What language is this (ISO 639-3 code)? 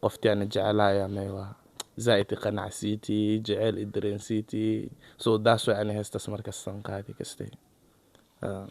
som